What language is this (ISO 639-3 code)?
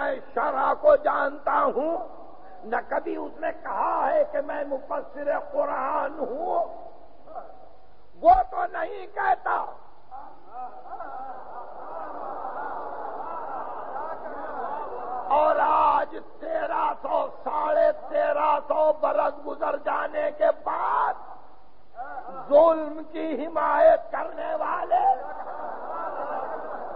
urd